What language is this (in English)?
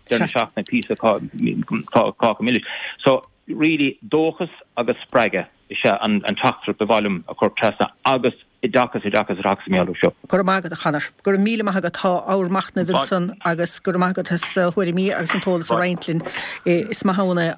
Irish